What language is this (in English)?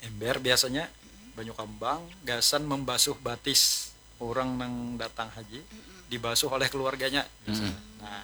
Banjar